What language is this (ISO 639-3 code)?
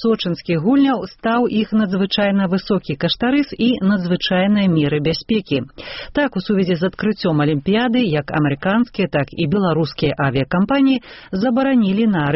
bel